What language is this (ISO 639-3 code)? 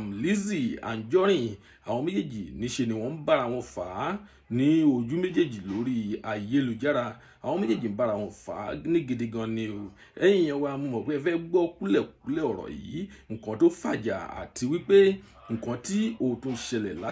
yor